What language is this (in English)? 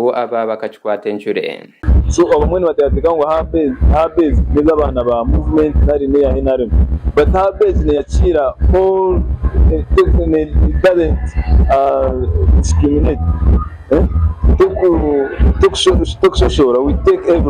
Nyankole